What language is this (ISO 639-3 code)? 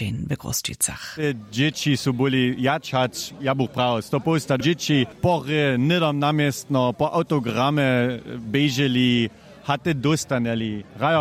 hsb